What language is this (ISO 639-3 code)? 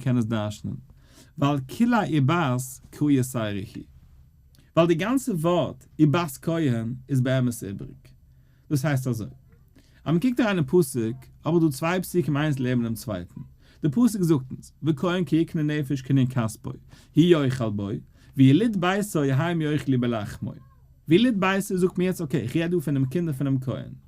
yid